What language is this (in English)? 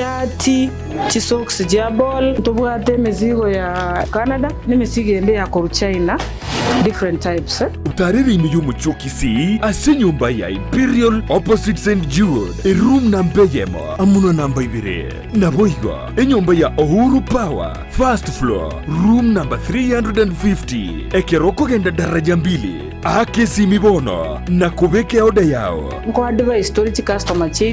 Gusii